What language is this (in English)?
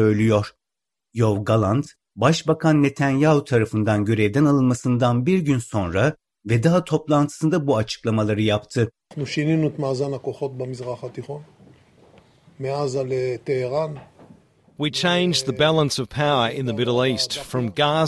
Turkish